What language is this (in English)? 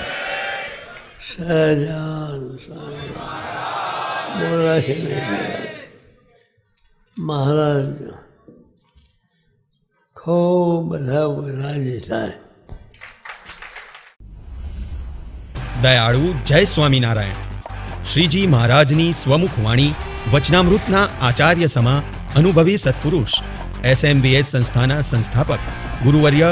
Gujarati